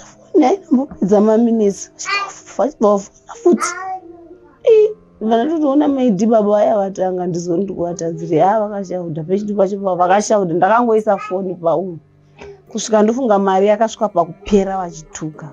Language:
Shona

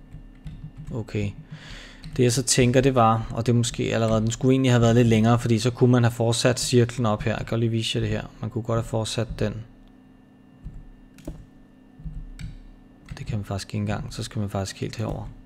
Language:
Danish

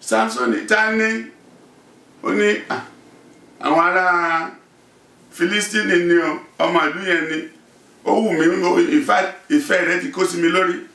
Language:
Yoruba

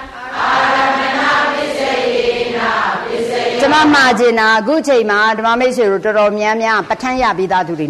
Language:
Burmese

